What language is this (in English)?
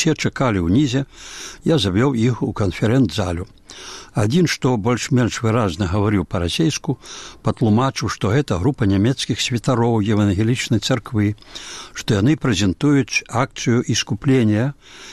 Belarusian